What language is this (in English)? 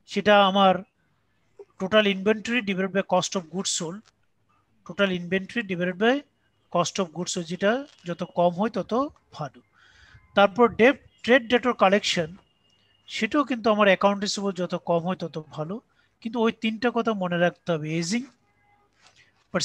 Bangla